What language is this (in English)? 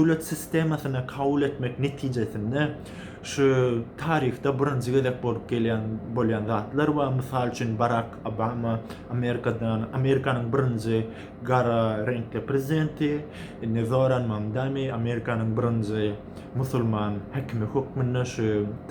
Turkmen